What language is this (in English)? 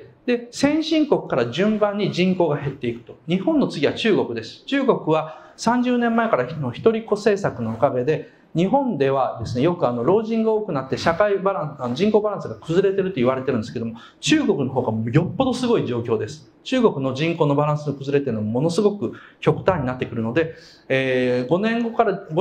Japanese